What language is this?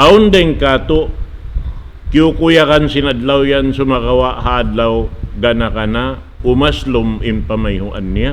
Tausug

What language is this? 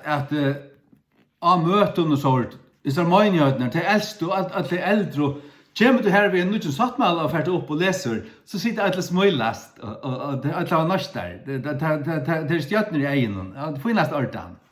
Faroese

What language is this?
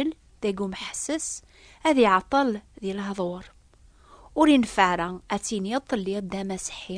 Kabyle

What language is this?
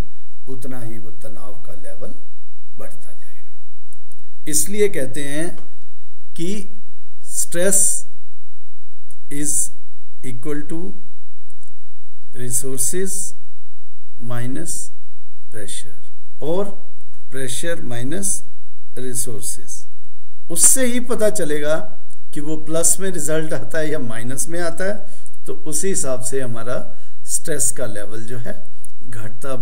Hindi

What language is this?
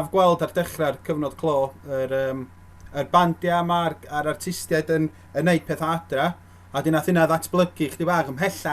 Welsh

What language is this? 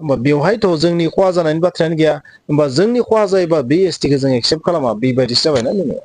Bodo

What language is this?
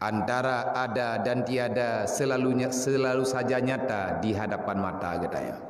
Achinese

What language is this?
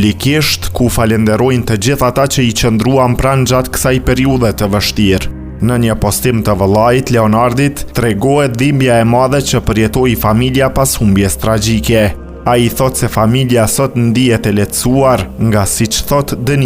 Albanian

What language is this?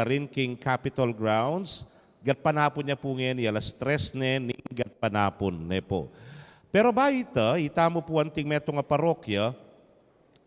Pampanga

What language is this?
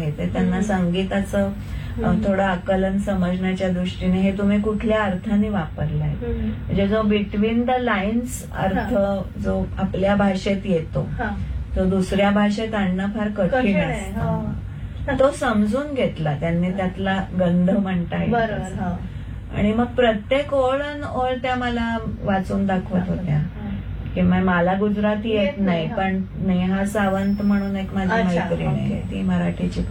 Marathi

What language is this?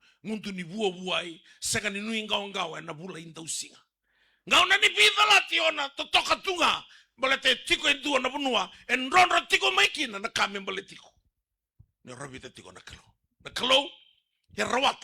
Fijian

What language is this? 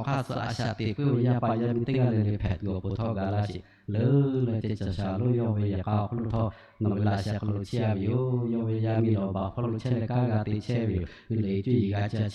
Lahu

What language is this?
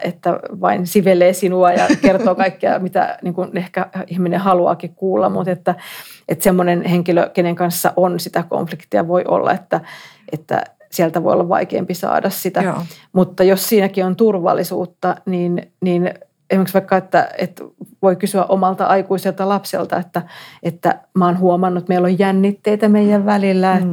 Finnish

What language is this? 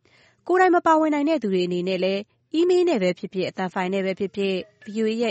Burmese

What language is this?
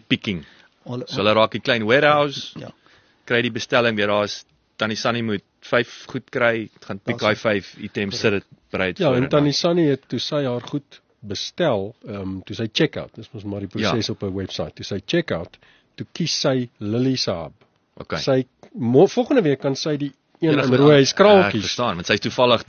Afrikaans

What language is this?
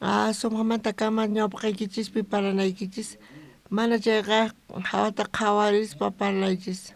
South Bolivian Quechua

